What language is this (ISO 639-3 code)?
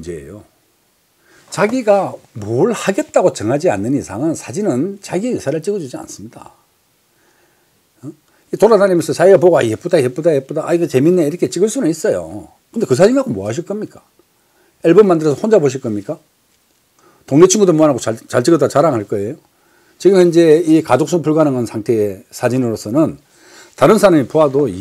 kor